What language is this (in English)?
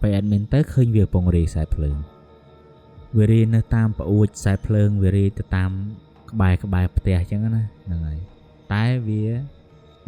Khmer